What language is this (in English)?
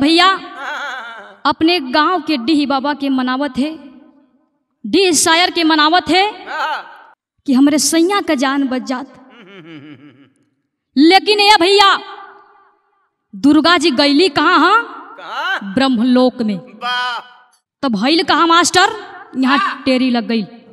Bhojpuri